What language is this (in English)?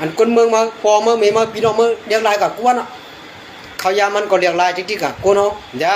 Shan